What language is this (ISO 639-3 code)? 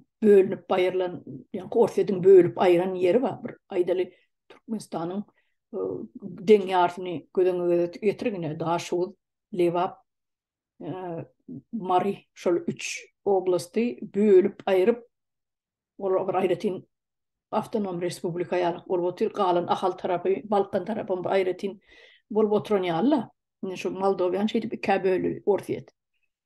tuk